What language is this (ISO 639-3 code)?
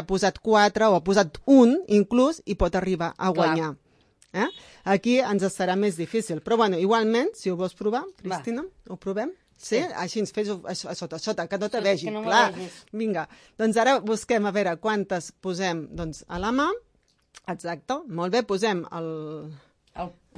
cat